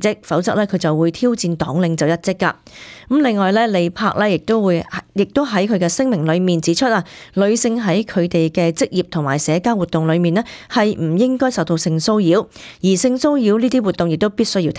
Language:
Cantonese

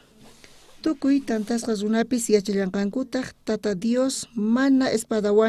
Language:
South Bolivian Quechua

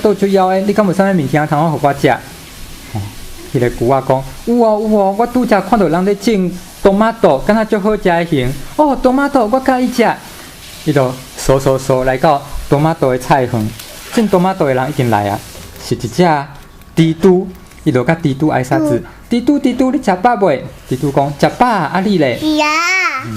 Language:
Min Nan Chinese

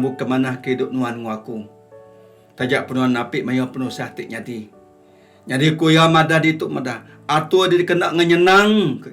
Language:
Iban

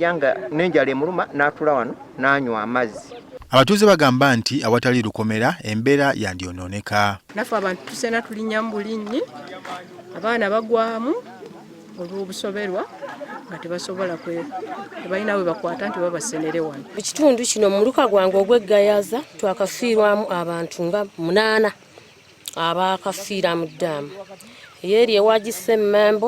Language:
Ganda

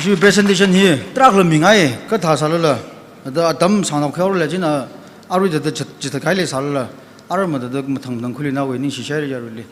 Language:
Tangkhul Naga (India)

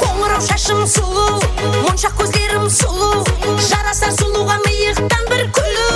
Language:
Kara-Kalpak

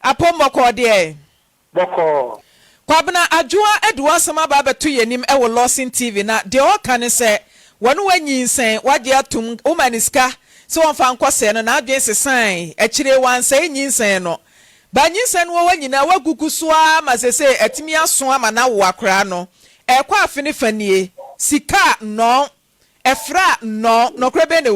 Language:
Akan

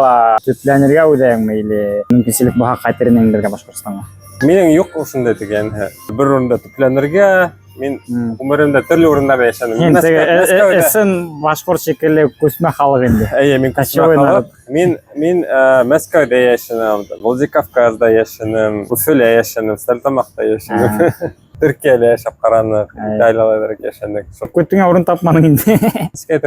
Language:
Bashkir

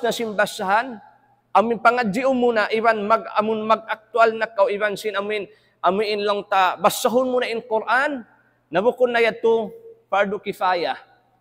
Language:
Tausug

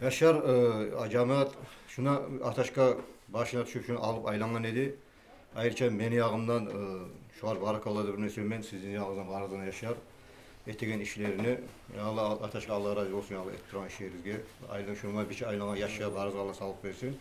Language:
Kumyk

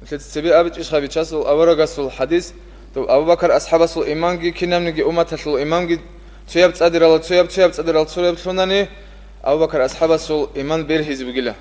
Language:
Avaric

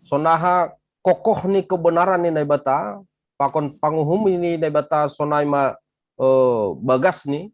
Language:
Batak Simalungun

